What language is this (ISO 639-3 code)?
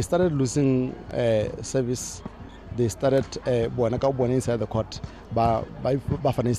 tsn